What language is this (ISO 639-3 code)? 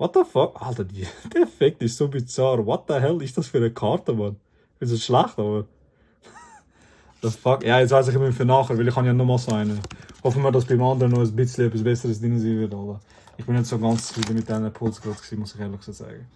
gsw